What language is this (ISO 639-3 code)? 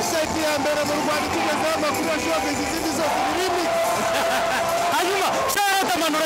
kin